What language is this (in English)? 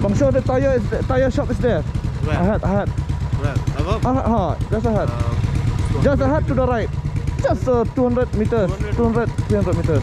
Khasi